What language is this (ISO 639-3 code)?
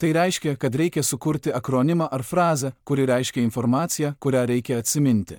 lit